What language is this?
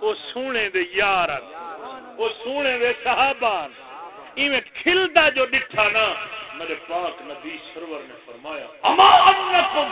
Saraiki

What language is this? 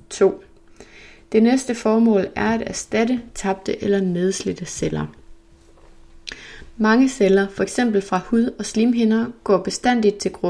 Danish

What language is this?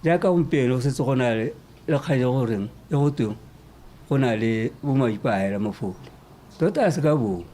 Tswana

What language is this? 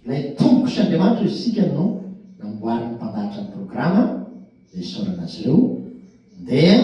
Malagasy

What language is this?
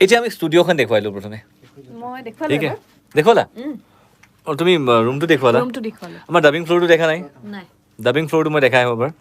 Assamese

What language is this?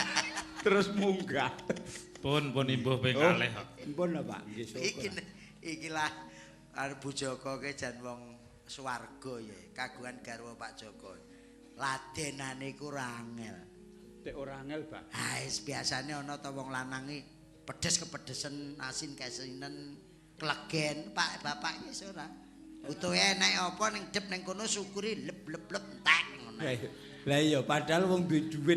Javanese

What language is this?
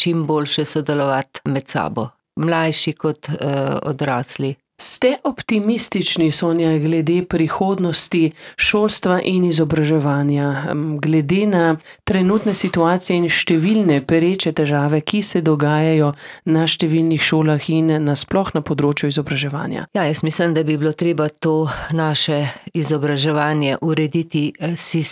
Slovenian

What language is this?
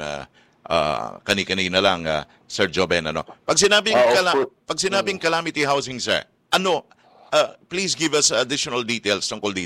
Filipino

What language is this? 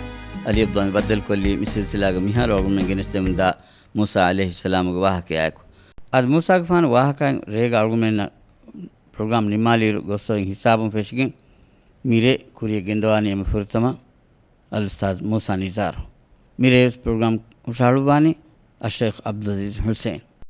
Divehi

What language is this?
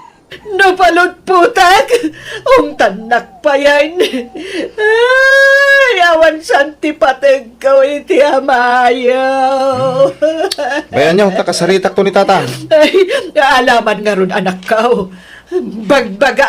Iloko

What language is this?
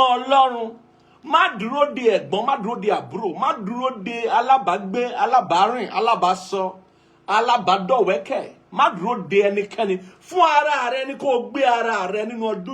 Yoruba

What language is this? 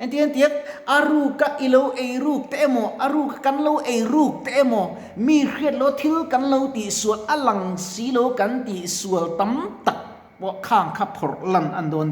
Mizo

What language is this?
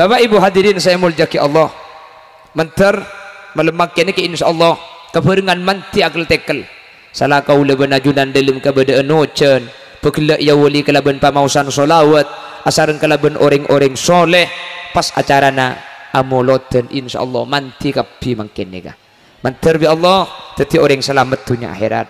Madurese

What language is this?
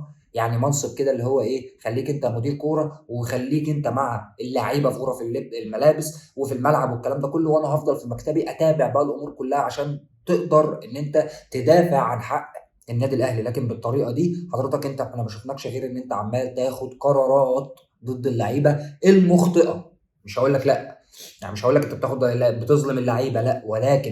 Egyptian Arabic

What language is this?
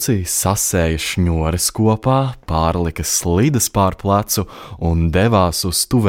Latvian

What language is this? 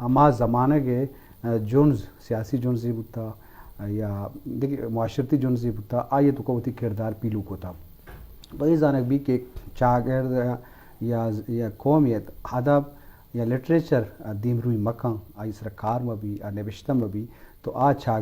Eastern Balochi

